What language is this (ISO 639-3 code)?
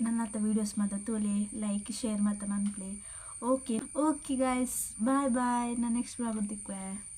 tcy